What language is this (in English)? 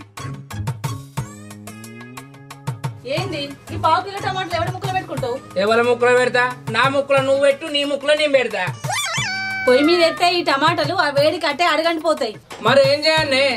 Telugu